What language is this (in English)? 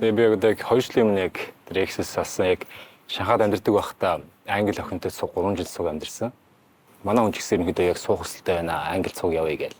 Mongolian